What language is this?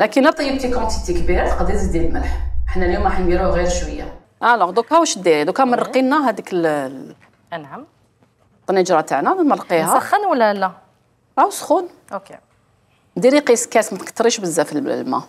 Algerian Arabic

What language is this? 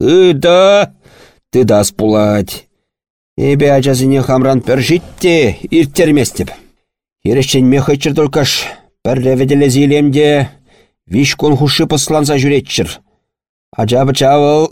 Chuvash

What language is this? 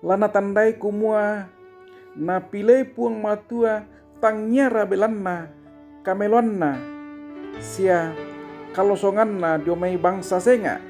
Toraja-Sa'dan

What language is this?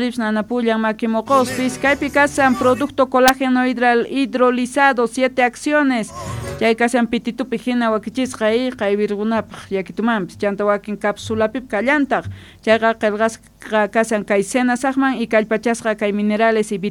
South Bolivian Quechua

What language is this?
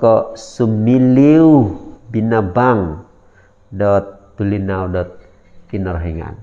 Central Dusun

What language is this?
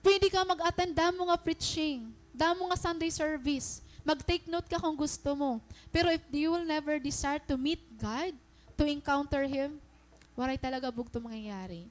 Waray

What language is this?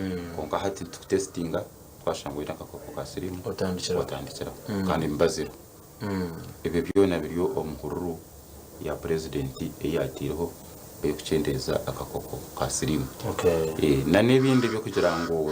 Nyankole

